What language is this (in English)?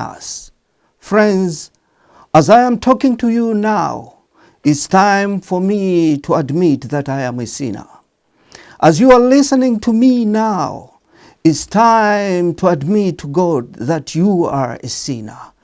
English